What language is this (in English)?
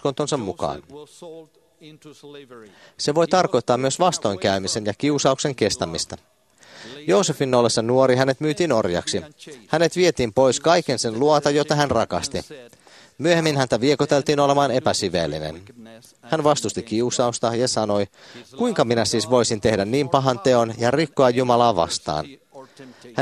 Finnish